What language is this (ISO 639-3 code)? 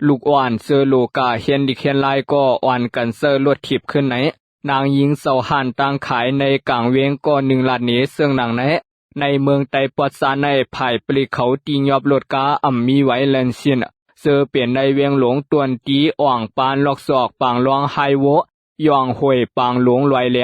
lao